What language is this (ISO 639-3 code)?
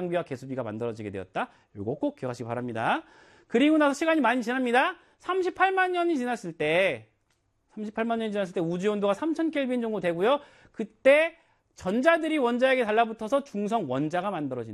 kor